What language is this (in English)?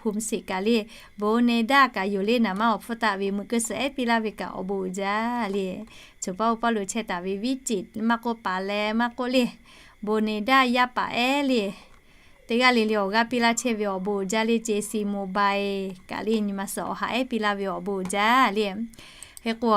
Lahu